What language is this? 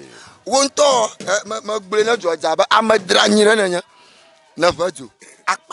Ewe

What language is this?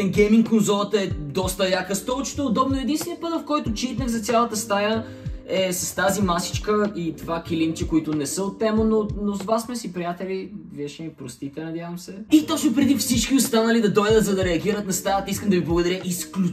Bulgarian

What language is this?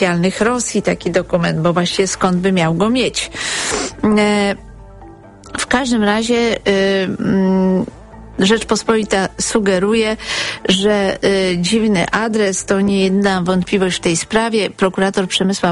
Polish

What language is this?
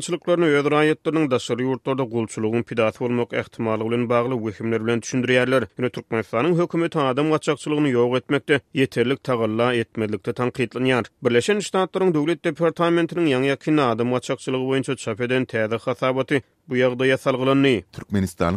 Turkmen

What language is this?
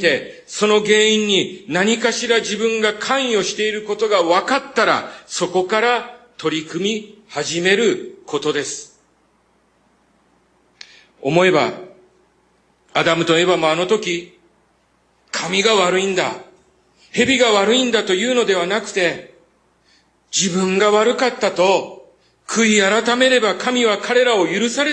Japanese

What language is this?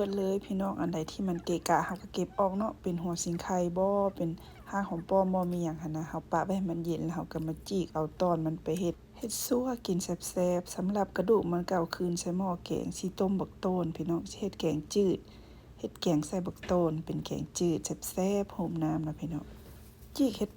Lao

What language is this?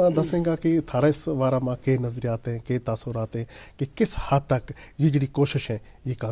Gujari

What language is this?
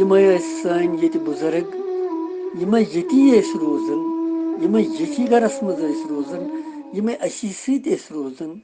Kashmiri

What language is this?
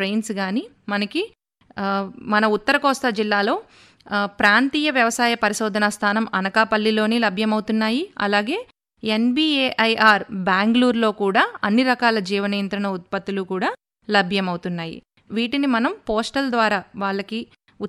Telugu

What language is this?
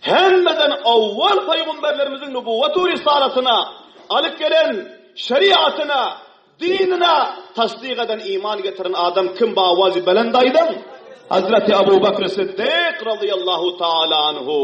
Turkmen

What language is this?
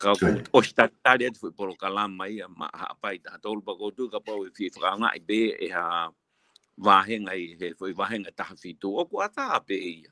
Tongan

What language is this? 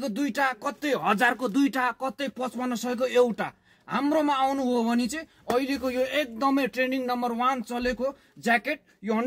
Nepali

